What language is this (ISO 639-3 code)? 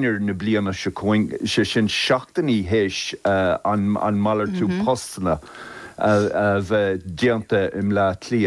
gle